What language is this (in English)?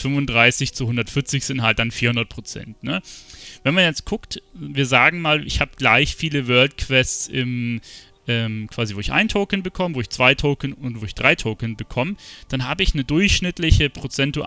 German